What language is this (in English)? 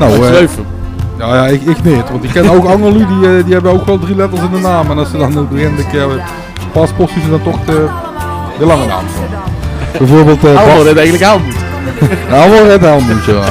Limburgish